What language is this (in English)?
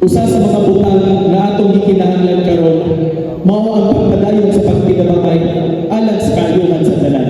Cebuano